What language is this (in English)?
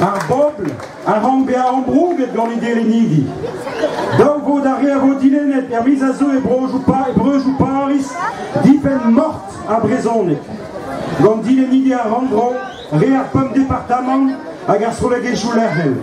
Breton